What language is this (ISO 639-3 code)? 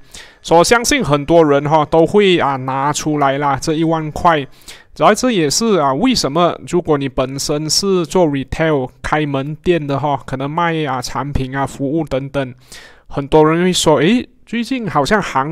zho